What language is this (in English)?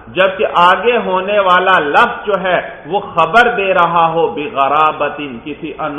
Urdu